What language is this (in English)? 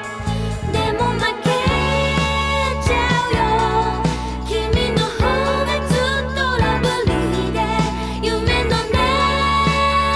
Japanese